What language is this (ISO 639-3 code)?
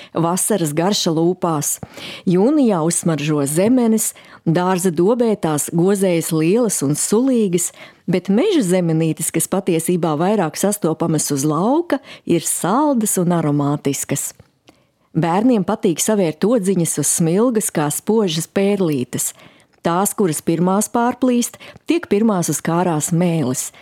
lav